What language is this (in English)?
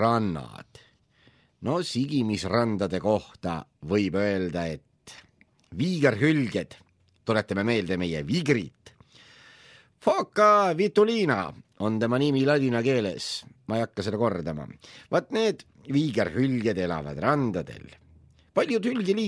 Estonian